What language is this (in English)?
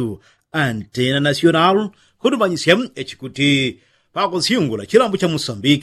Yao